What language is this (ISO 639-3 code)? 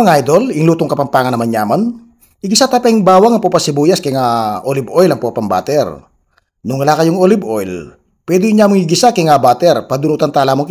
pam